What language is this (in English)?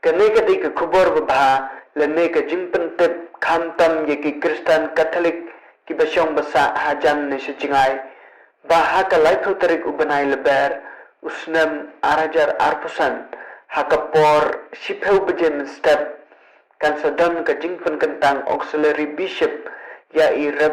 Khasi